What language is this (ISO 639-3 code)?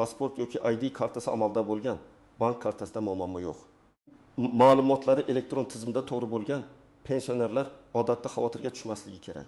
uzb